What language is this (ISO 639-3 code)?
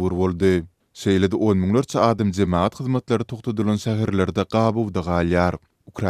tuk